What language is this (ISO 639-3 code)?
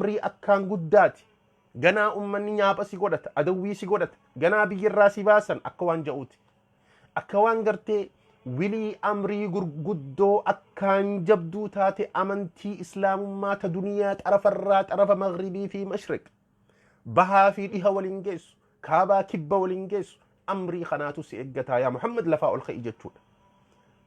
orm